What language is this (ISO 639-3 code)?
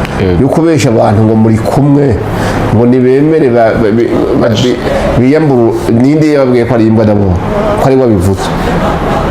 run